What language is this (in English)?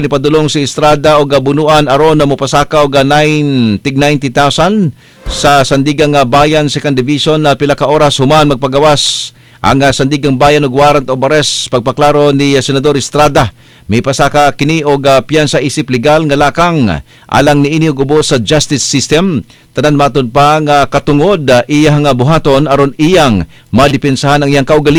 Cebuano